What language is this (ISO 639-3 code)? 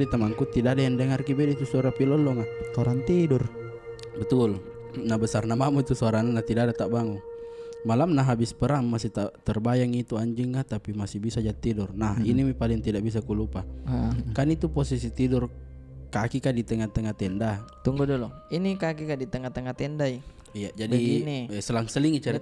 mfp